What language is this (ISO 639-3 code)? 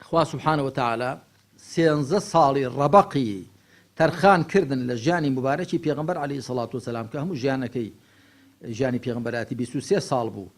ckb